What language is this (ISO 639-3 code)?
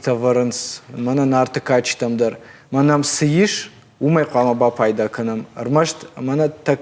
oss